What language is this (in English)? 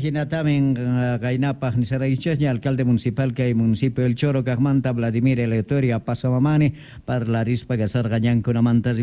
Quechua